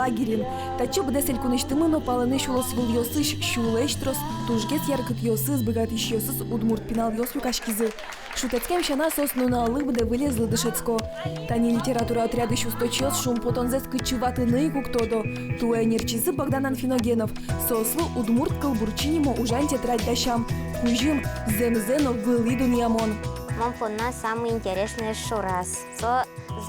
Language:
Udmurt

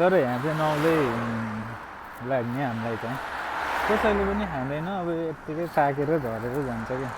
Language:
Nepali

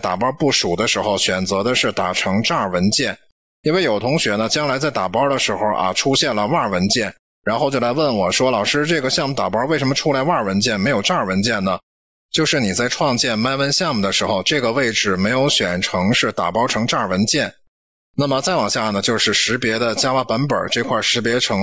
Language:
Chinese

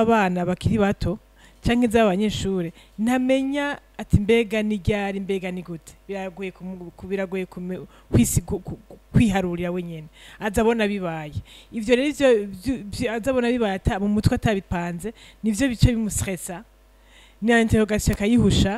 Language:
Rundi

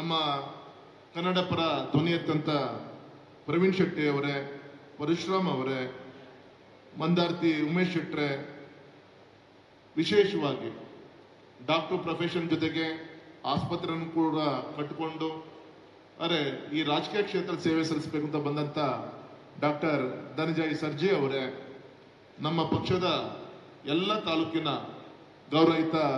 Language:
Kannada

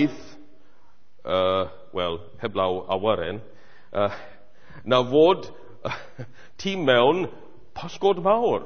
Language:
Welsh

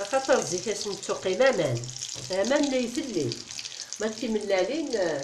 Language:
Kabyle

